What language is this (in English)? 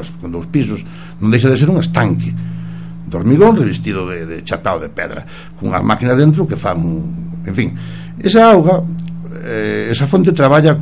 Galician